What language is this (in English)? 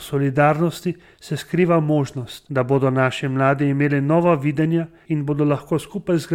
Slovenian